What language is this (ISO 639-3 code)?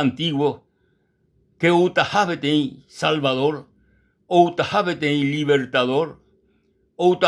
grn